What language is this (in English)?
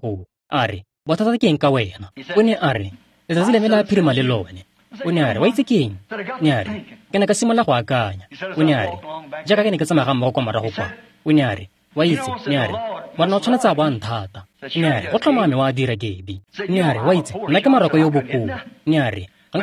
Tswana